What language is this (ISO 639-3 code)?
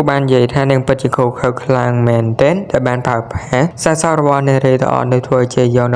khm